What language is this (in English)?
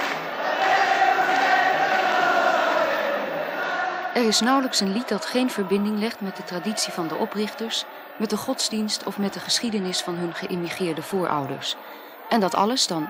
Dutch